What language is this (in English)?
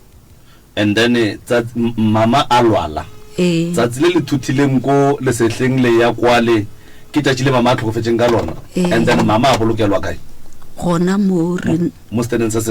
Northern Sotho